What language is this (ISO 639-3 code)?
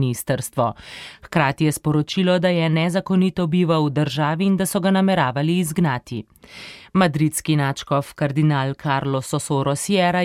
slv